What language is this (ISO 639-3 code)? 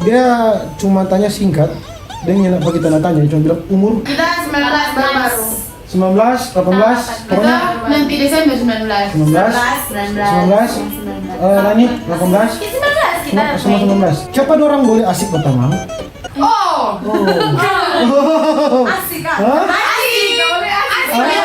xmm